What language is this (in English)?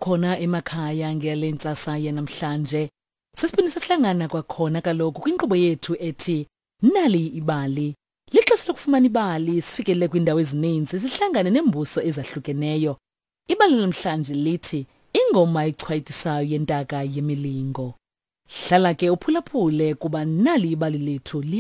Xhosa